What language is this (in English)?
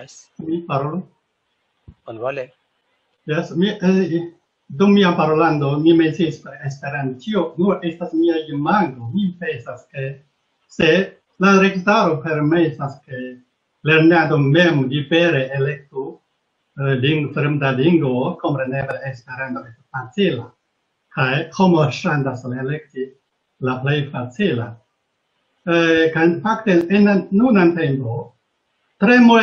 Esperanto